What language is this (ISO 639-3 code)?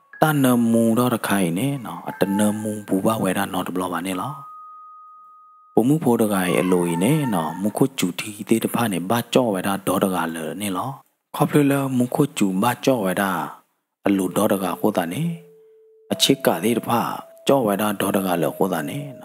ksw